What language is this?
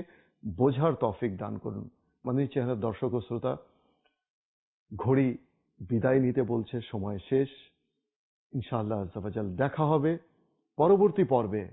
Bangla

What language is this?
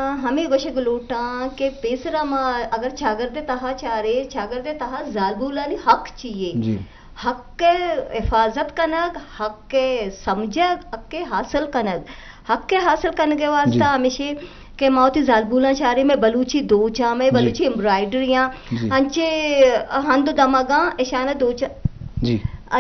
Eastern Balochi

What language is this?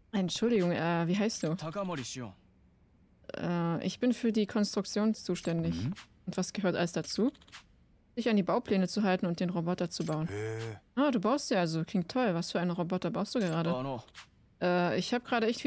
German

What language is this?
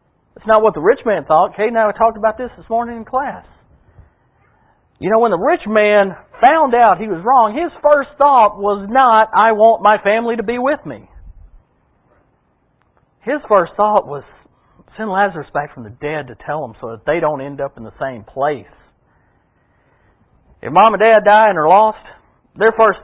English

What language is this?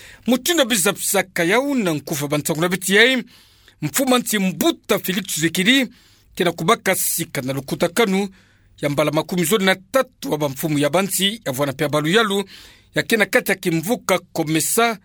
Kituba (Democratic Republic of Congo)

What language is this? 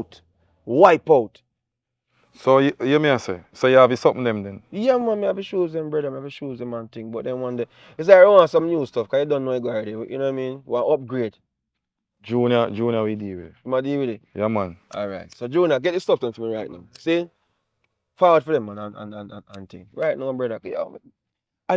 Jamaican Creole English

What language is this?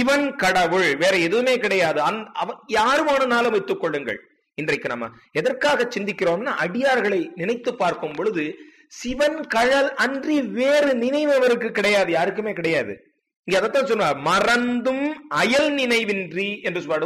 Tamil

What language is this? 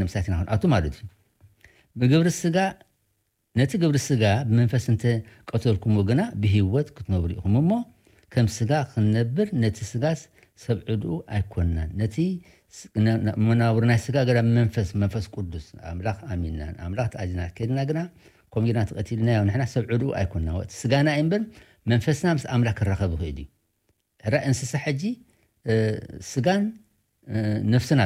Tigrinya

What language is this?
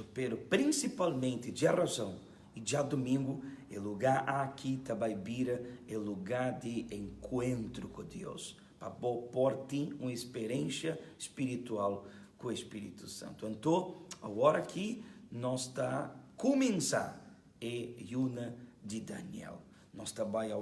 Papiamento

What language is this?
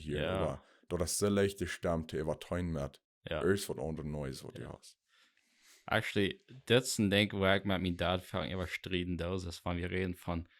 Plautdietsch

